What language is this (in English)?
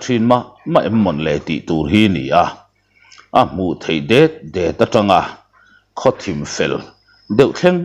Mizo